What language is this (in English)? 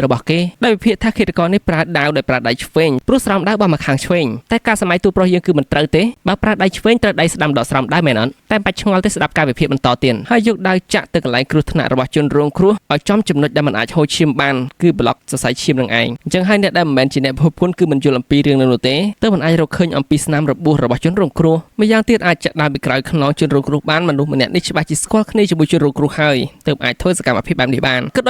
Khmer